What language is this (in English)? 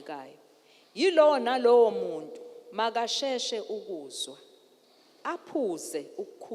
Zulu